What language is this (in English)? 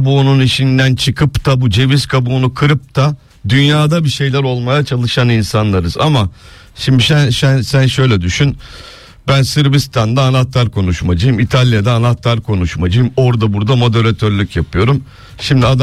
Turkish